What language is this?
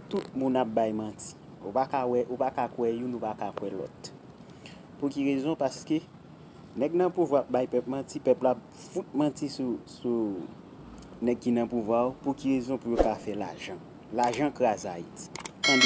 Haitian Creole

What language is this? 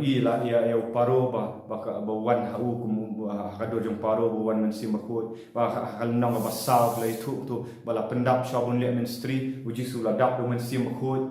Khasi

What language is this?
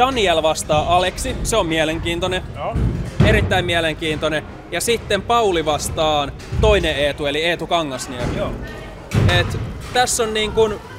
Finnish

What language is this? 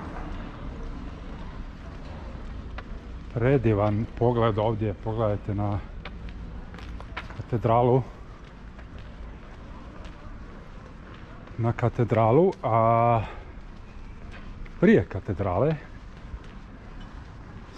Croatian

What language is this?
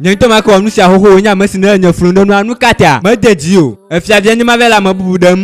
Ewe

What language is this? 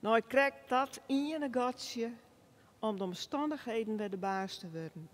Western Frisian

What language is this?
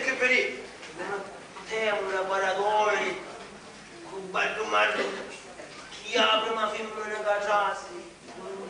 Sicilian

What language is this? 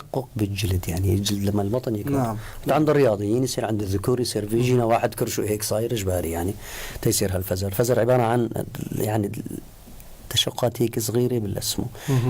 North Levantine Arabic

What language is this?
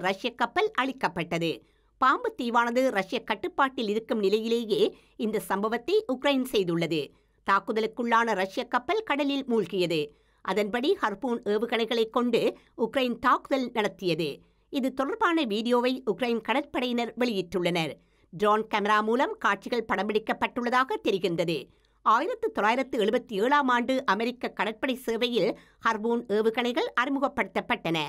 Tamil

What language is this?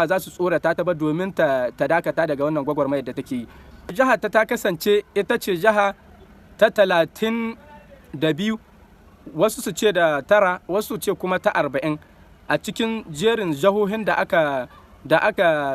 Hausa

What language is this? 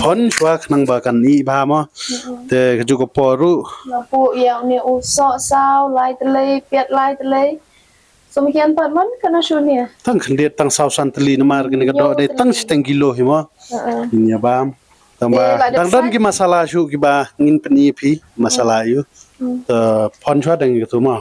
Khasi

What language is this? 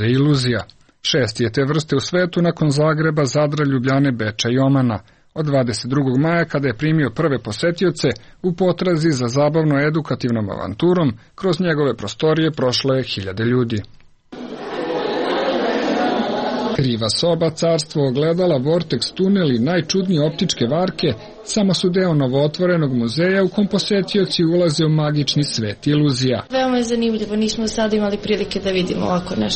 Serbian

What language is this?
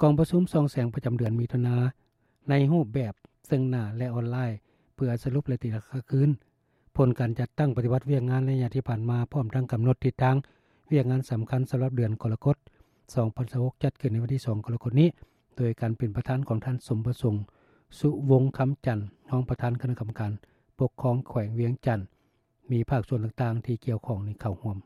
Lao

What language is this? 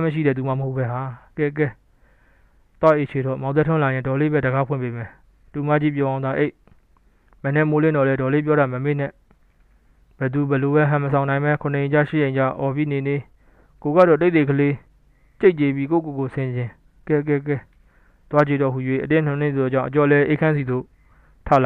Burmese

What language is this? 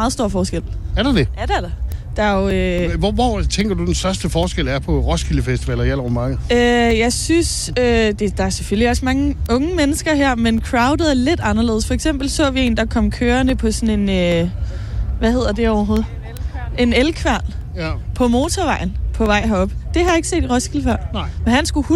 Danish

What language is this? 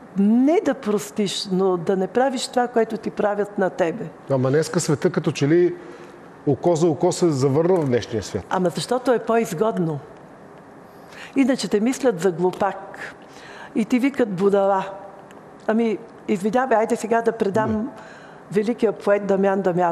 Bulgarian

